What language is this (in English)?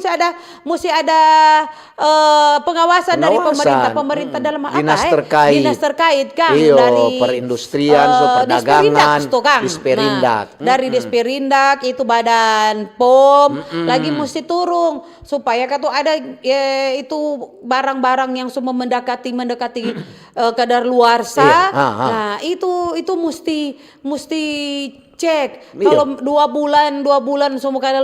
Manado Malay